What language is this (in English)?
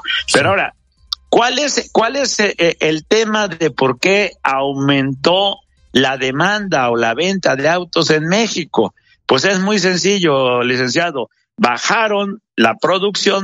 Spanish